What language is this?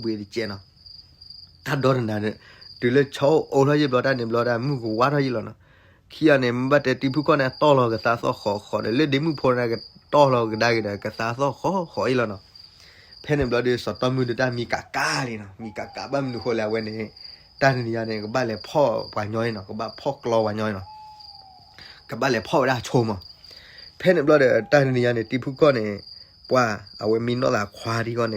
S'gaw Karen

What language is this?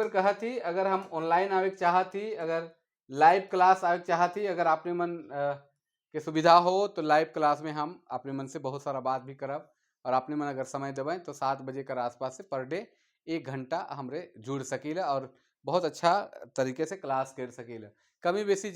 Sadri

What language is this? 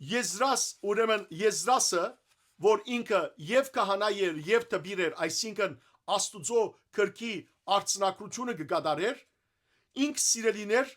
Western Armenian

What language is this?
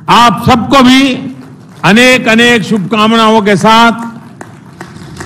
Hindi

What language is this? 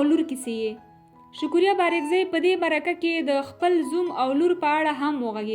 Pashto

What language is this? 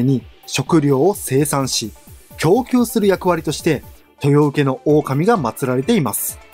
Japanese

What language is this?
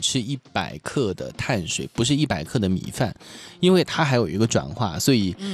Chinese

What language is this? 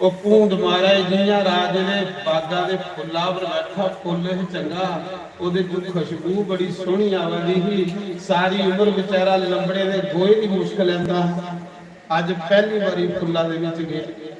Dogri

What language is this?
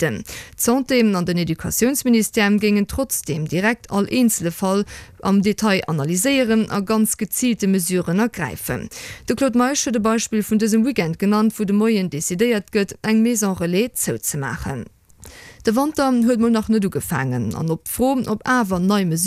Luxembourgish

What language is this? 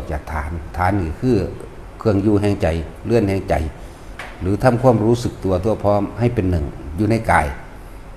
Northeastern Thai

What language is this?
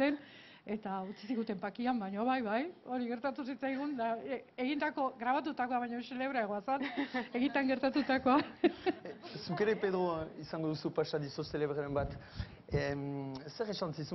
Basque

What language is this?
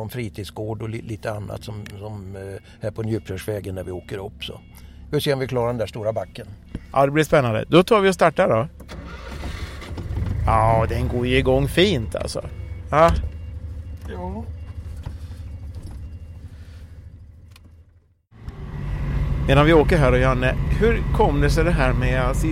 Swedish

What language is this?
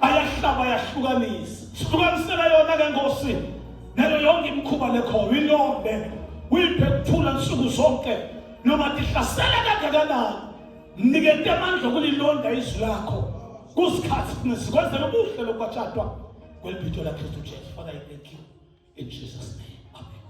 Zulu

